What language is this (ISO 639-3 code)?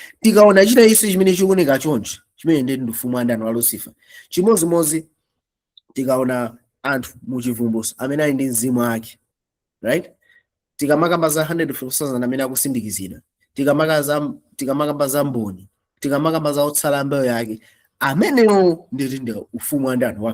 nya